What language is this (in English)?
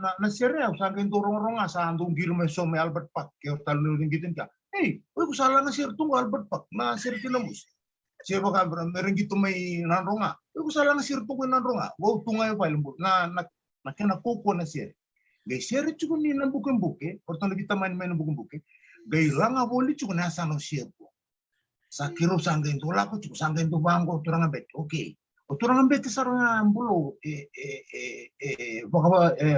Fijian